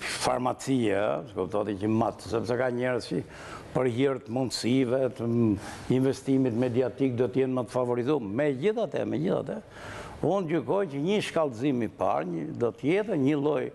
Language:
Albanian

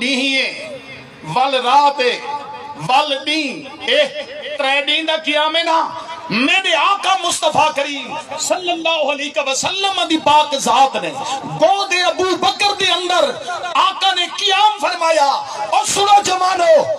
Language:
Saraiki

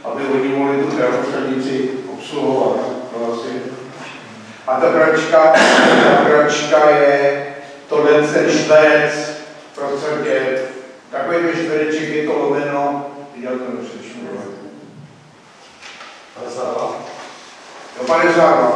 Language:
Czech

